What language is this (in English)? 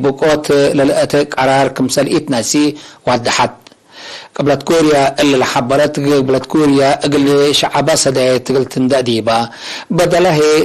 Tigre